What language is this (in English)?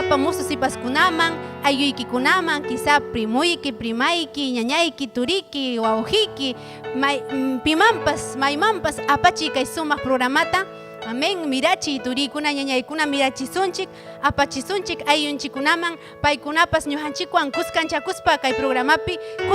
Ayacucho Quechua